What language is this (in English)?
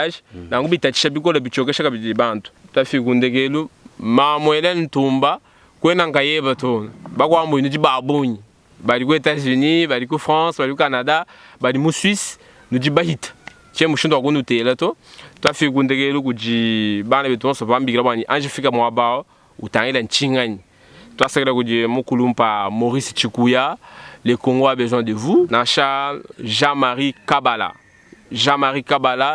Luba-Lulua